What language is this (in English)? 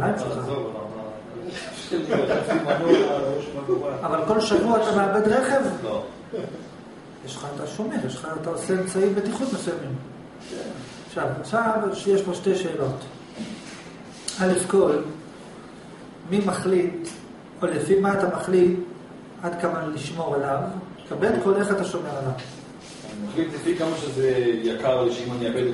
Hebrew